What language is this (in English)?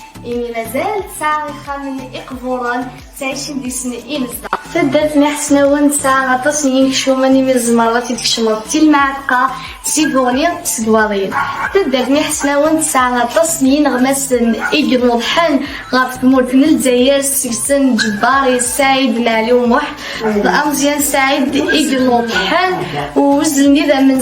Kabyle